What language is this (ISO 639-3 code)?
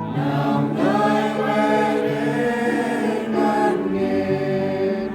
cmo